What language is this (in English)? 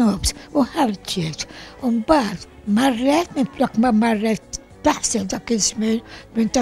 Maltese